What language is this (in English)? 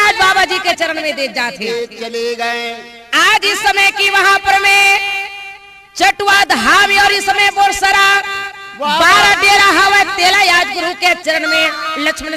Chhattisgarhi